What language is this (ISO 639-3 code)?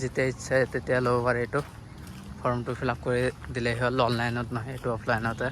asm